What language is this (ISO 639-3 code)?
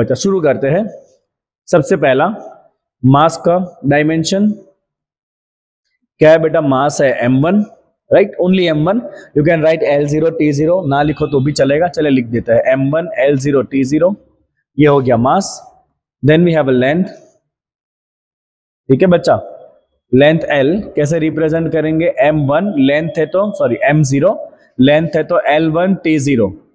hin